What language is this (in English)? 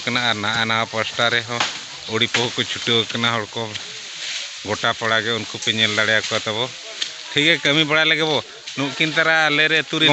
Santali